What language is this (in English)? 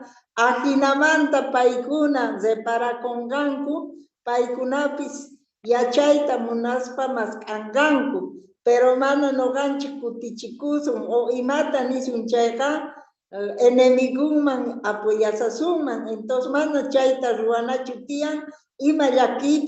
Quechua